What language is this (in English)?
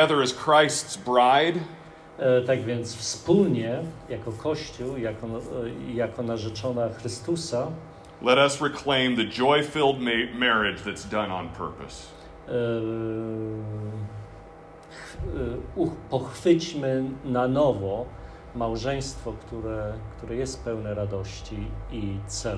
Polish